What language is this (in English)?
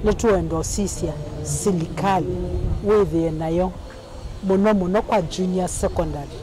Kamba